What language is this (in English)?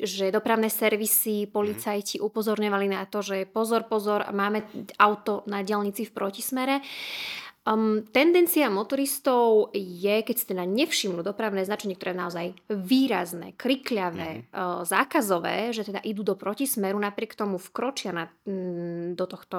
Slovak